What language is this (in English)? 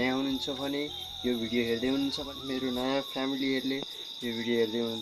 Nepali